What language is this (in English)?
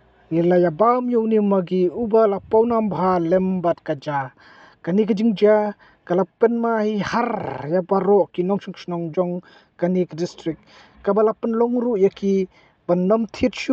Khasi